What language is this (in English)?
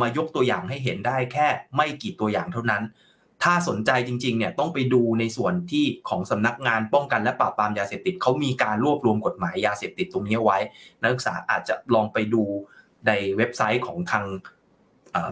Thai